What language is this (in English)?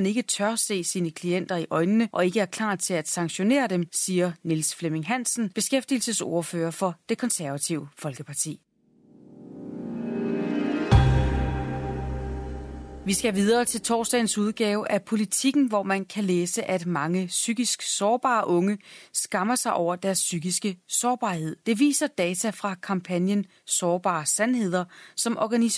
Danish